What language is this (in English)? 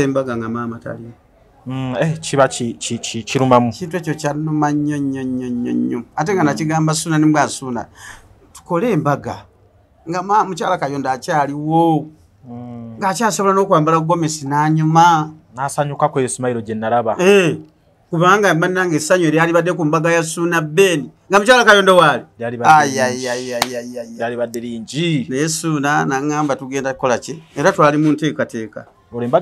Ganda